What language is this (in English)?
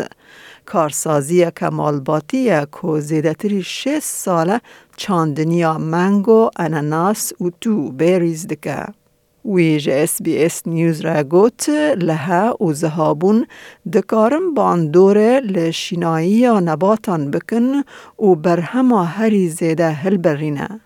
Kurdish